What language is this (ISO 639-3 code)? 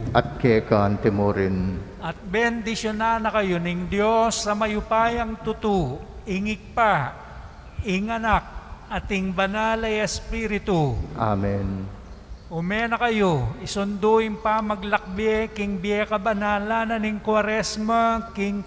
pam